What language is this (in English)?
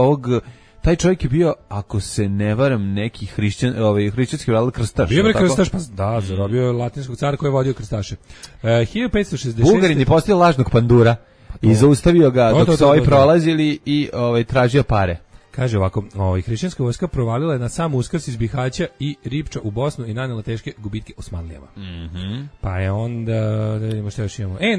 Serbian